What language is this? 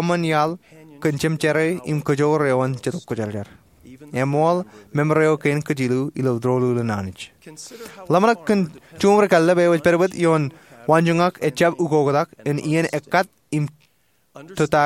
Marshallese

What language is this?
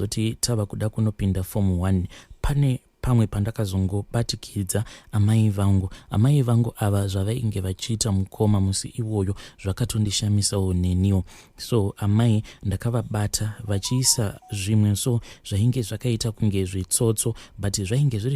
Shona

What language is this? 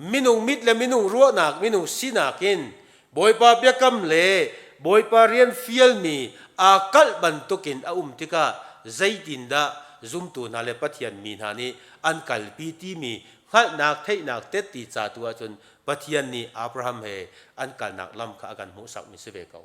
Hakha Chin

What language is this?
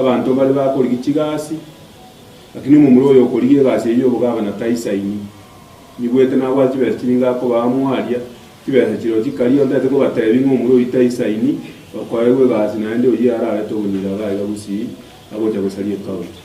Gusii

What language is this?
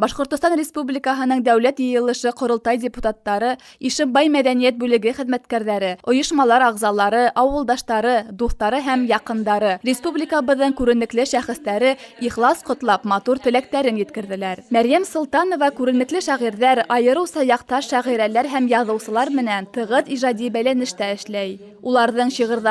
Bashkir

